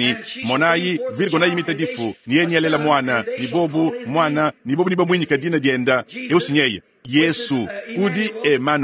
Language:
Luba-Lulua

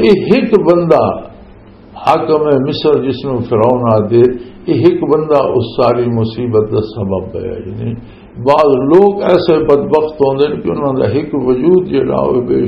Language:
Western Panjabi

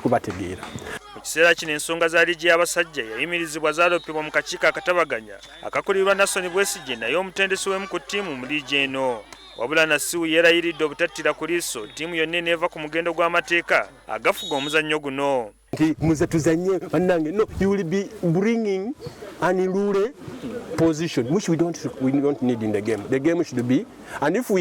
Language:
Ganda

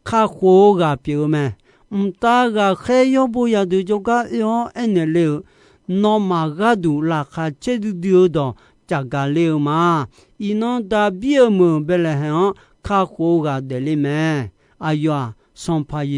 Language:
Akha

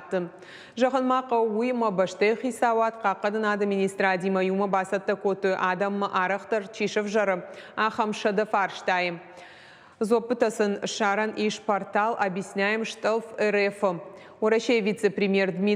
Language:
Ossetic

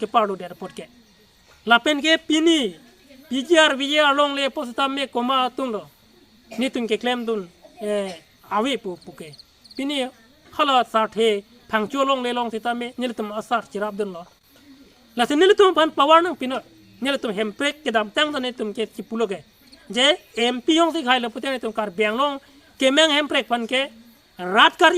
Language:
Karbi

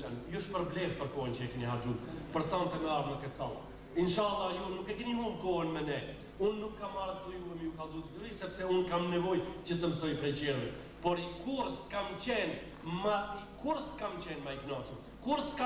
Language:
Albanian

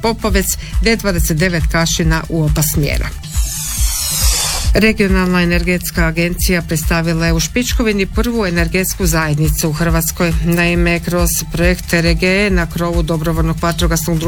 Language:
Croatian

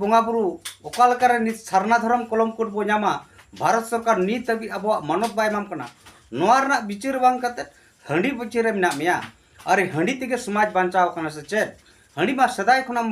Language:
Santali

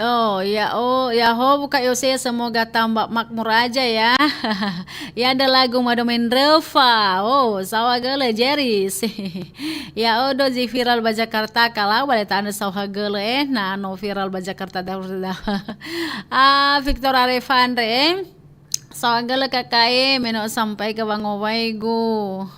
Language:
Nias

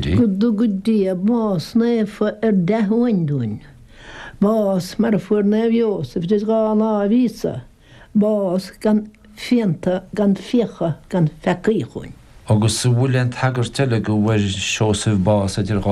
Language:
Irish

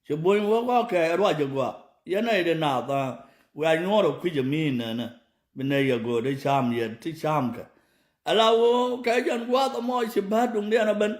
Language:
Nuer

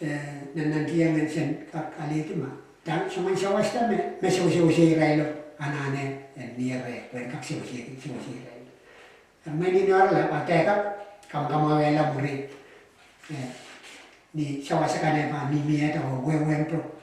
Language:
Pohnpeian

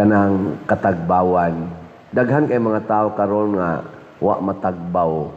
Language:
Cebuano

